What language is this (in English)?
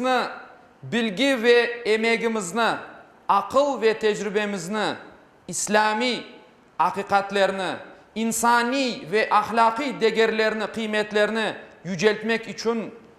Crimean Tatar